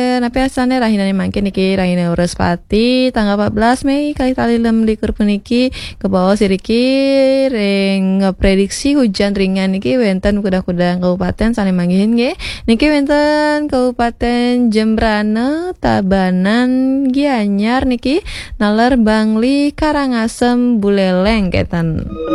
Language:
Balinese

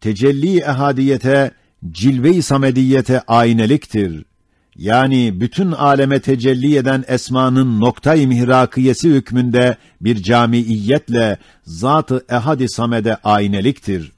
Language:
Ottoman Turkish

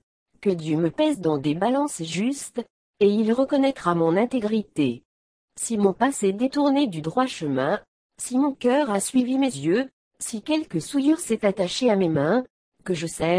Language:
French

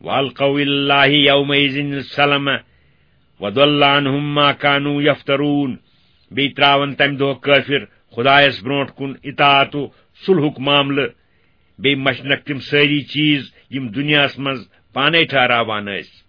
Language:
Kashmiri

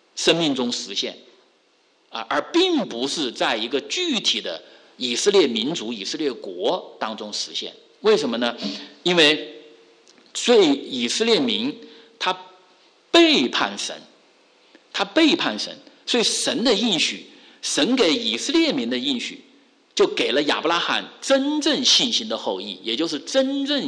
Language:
Chinese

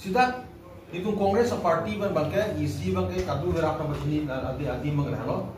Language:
Karbi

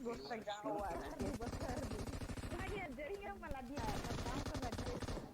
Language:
Tetum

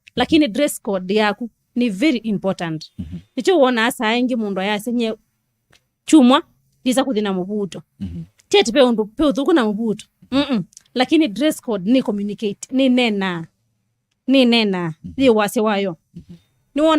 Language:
Kamba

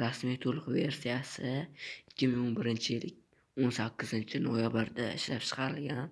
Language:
Uzbek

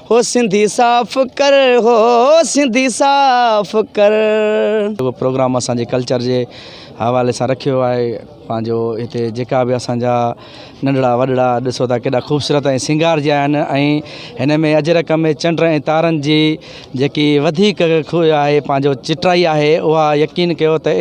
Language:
Sindhi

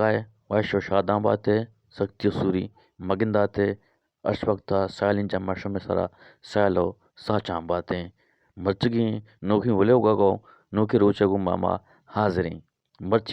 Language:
Eastern Balochi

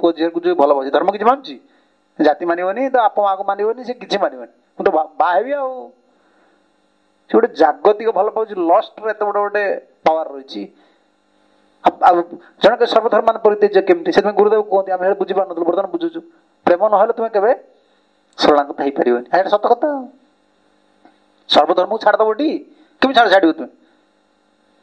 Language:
Odia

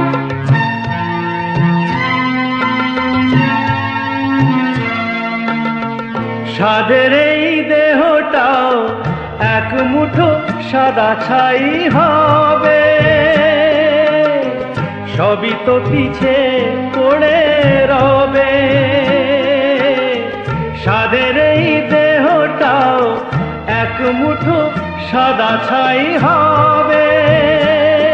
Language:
Bangla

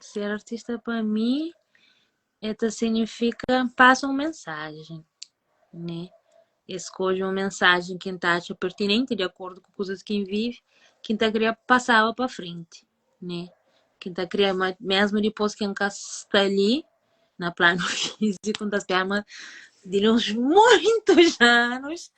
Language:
Kabuverdianu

